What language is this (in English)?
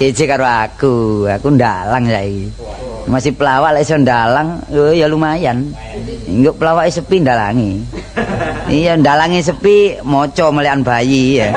Javanese